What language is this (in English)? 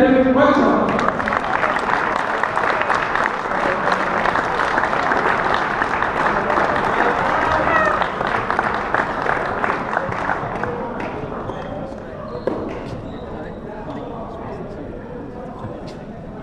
Danish